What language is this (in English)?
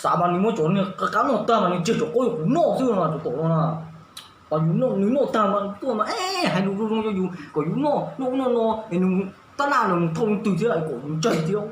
Hmong